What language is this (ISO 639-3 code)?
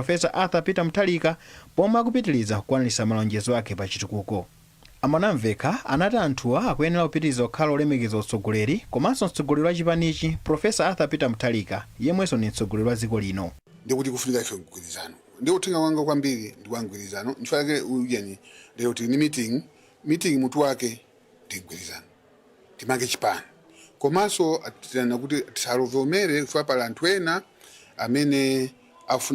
nya